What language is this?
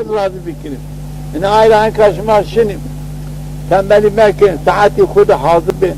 Zaza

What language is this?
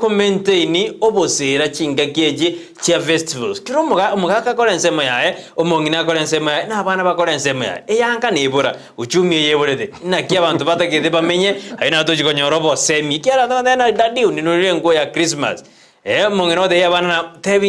Gusii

